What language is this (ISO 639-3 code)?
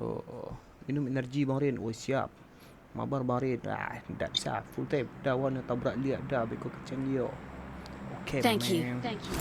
min